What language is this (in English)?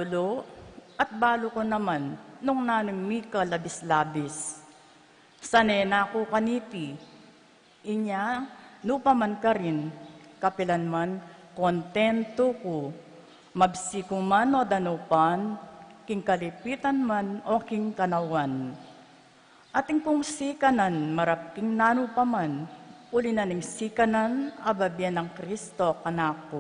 Pampanga